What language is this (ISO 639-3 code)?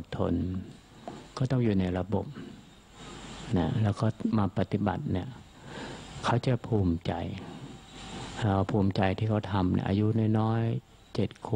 tha